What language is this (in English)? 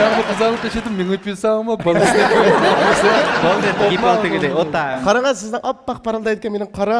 Uyghur